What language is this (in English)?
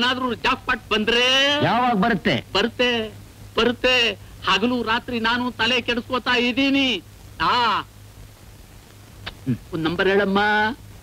Kannada